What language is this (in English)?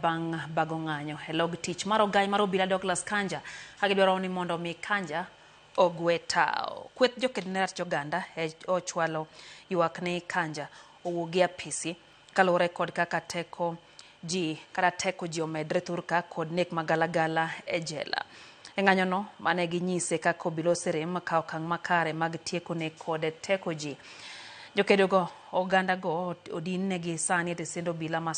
Luo (Kenya and Tanzania)